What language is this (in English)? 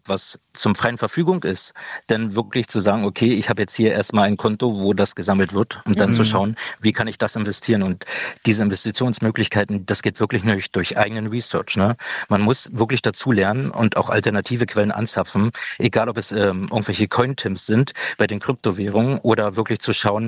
German